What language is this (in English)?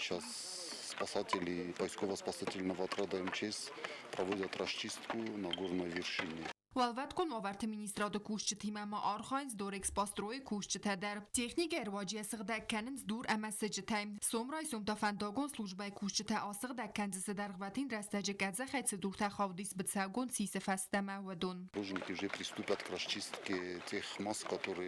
Ossetic